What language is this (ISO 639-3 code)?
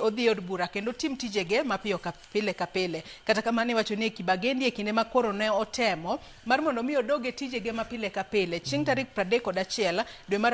luo